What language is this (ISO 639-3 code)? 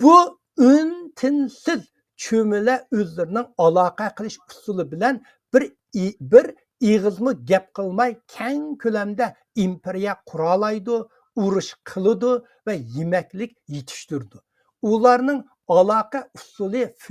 uig